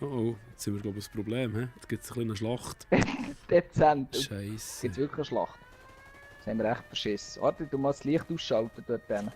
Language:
Swiss German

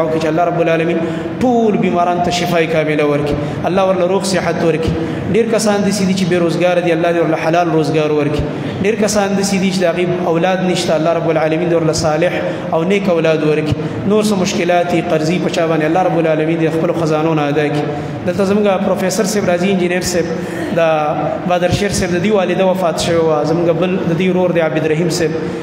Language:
Pashto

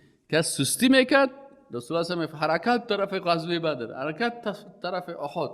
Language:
Persian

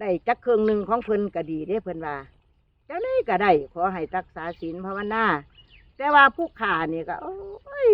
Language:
Northeastern Thai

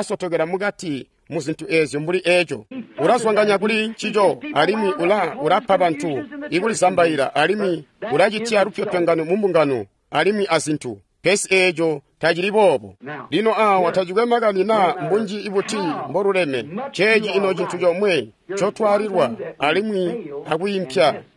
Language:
Tonga (Zambia)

